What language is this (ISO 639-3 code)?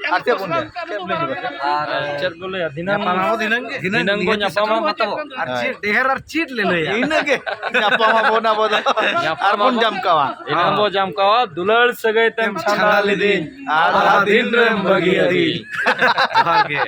sat